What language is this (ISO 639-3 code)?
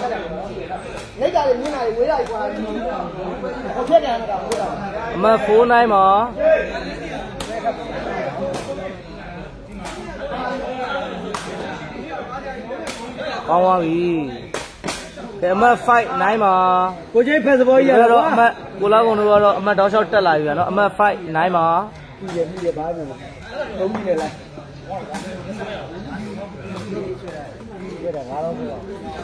mya